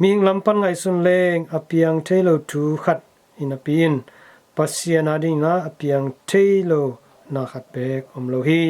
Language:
Tedim Chin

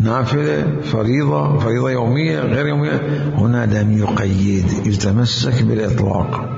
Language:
Mesopotamian Arabic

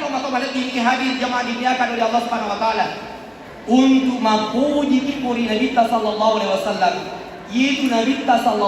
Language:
Buginese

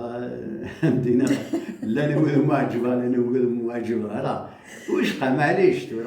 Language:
Kabyle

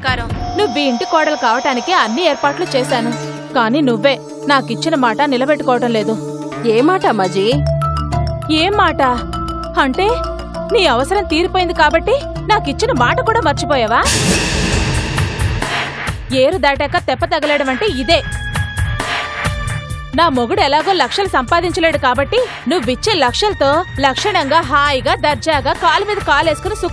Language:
Telugu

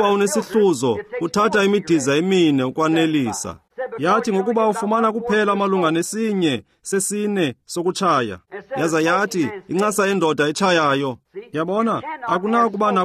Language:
Xhosa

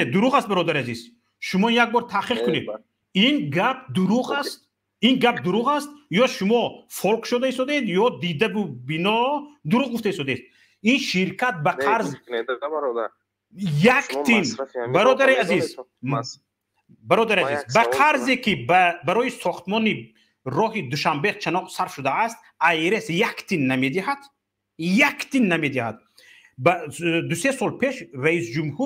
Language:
Tajik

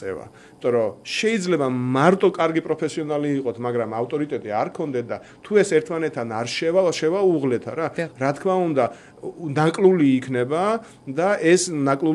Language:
Georgian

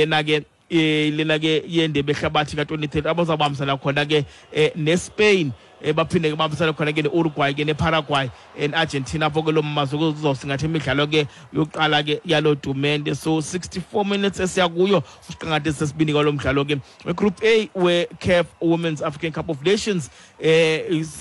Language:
Xhosa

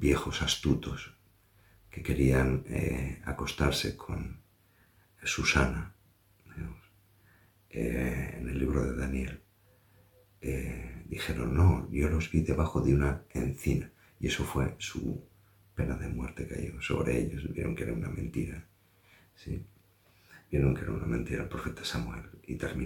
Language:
Spanish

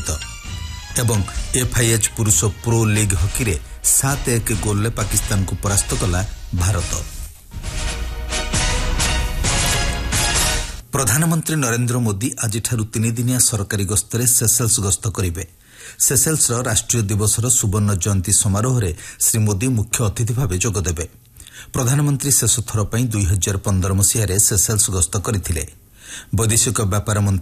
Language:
Odia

